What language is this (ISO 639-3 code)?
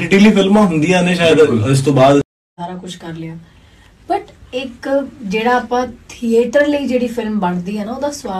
pan